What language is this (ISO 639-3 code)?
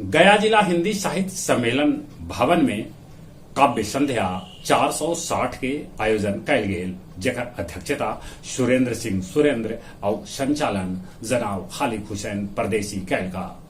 mag